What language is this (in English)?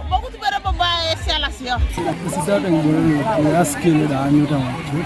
Teso